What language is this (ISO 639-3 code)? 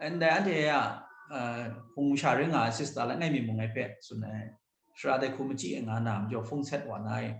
kac